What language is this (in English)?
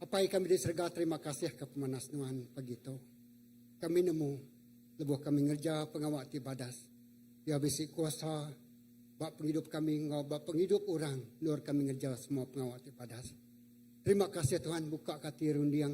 Iban